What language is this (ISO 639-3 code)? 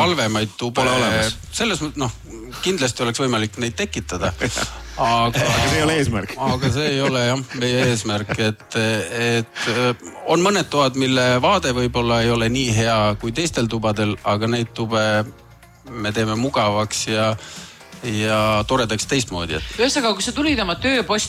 est